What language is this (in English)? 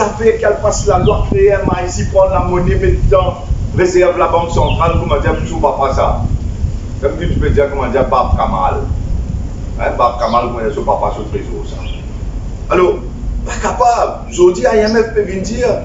Morisyen